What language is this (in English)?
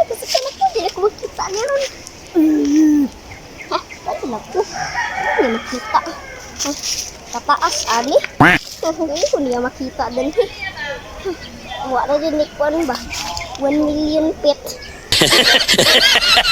Cebuano